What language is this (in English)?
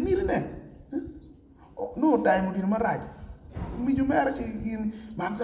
Acoli